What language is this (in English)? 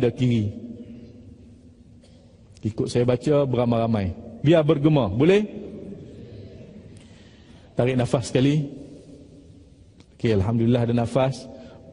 Malay